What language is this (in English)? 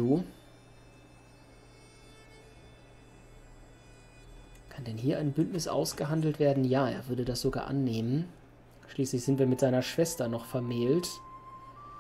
German